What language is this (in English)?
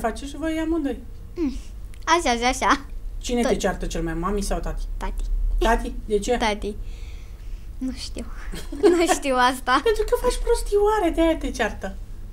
Romanian